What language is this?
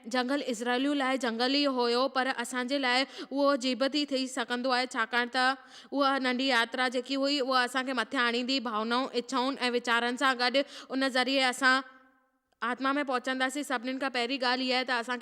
Sindhi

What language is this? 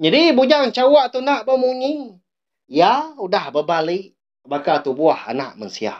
Iban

